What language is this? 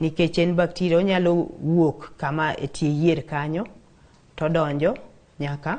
Luo (Kenya and Tanzania)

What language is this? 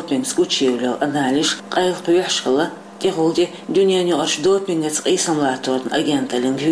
Chechen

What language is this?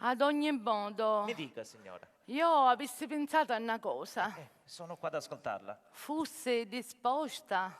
Sicilian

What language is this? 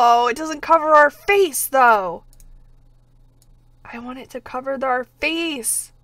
English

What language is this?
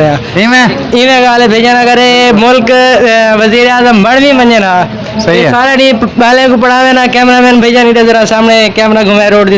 Saraiki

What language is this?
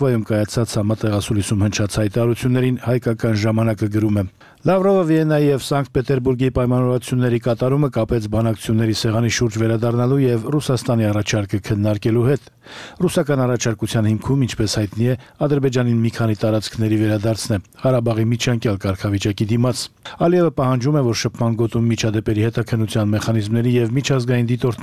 Armenian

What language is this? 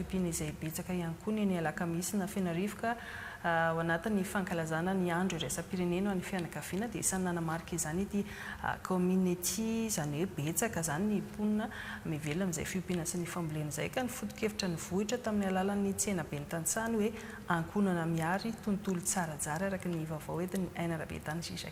Malagasy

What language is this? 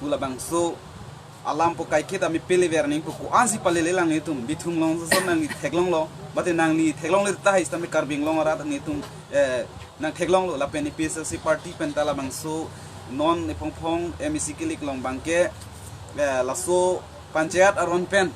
Karbi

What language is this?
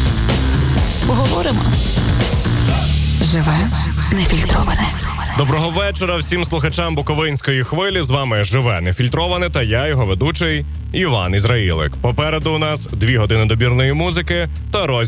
Ukrainian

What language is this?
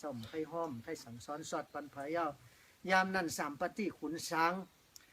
Shan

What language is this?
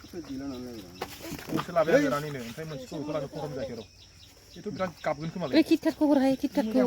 Bodo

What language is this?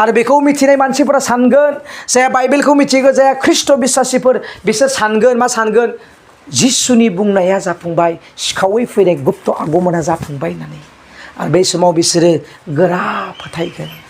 Bodo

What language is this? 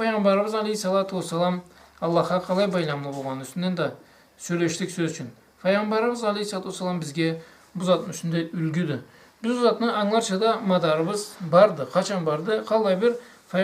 Karachay-Balkar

